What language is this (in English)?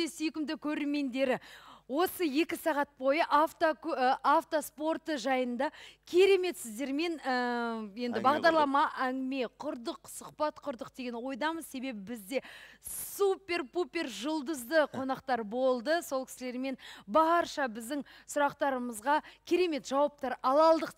Kazakh